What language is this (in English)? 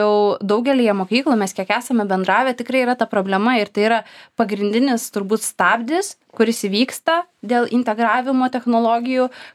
Lithuanian